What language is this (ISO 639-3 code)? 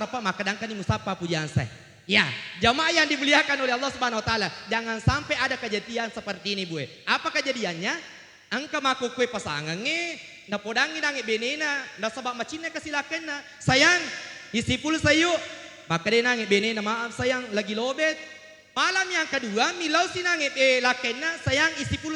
bug